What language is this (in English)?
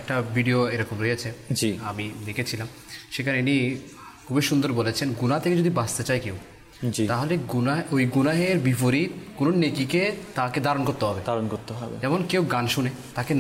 Bangla